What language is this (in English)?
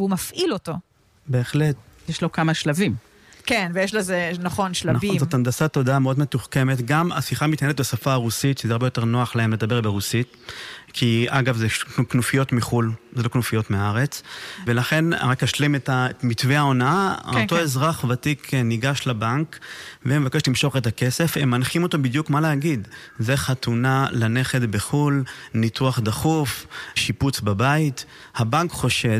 Hebrew